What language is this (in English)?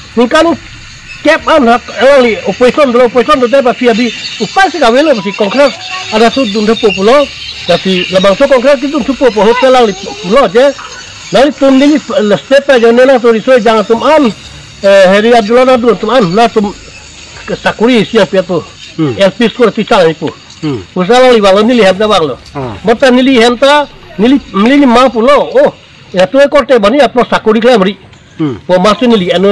Karbi